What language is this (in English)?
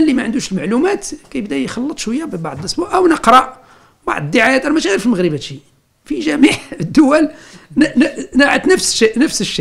Moroccan Arabic